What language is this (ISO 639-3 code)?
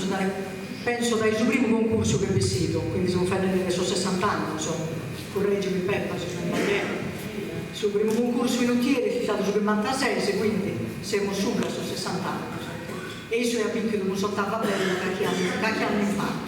srd